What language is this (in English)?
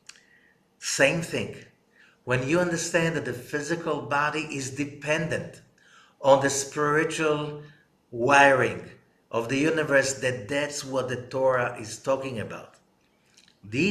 English